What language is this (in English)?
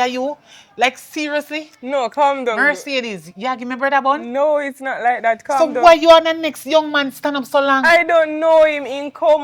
Jamaican Creole English